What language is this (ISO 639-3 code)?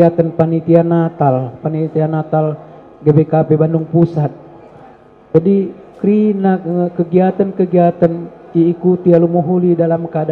btx